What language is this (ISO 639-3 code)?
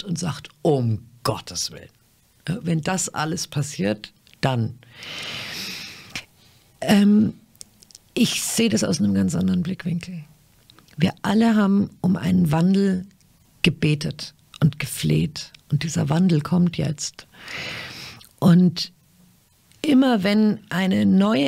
deu